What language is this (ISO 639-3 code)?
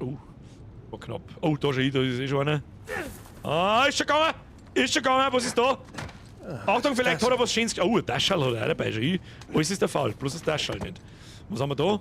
bar